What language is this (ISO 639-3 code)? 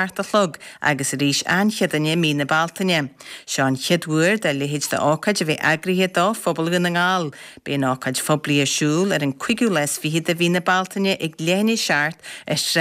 gle